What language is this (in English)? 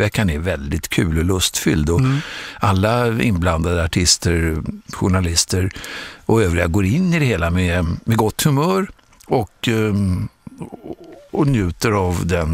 Swedish